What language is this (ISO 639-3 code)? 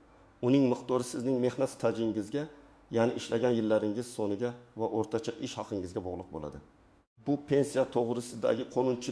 uzb